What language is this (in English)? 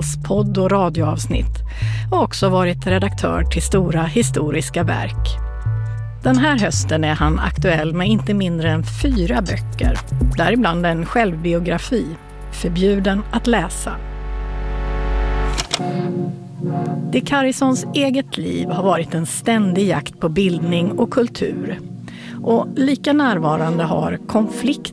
Swedish